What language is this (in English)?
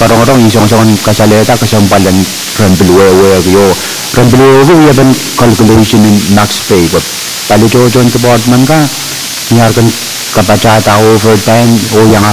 Pohnpeian